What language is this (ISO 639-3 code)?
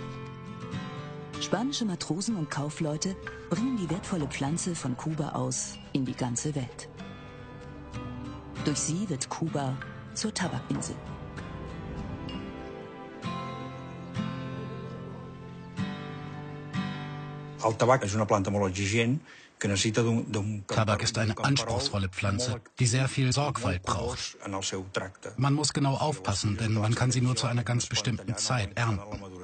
deu